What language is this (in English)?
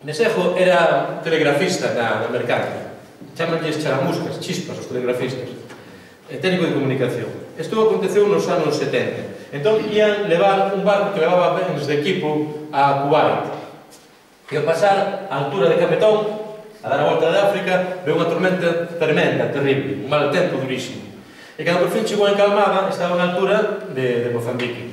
Galician